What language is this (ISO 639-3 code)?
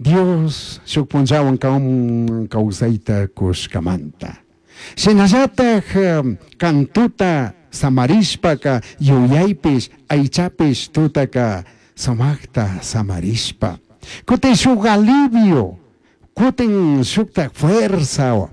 qug